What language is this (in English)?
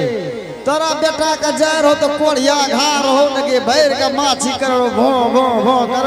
Angika